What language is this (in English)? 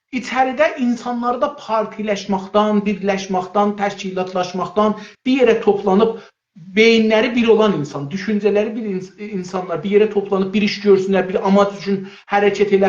South Azerbaijani